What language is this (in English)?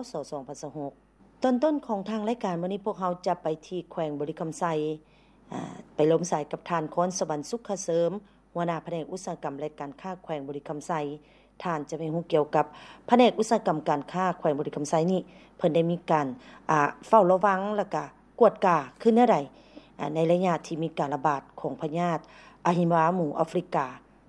Lao